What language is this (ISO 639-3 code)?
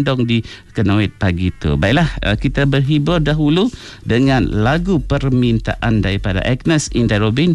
msa